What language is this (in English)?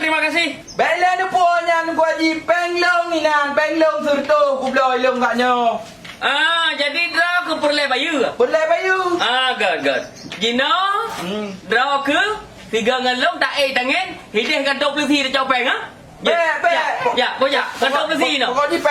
Achinese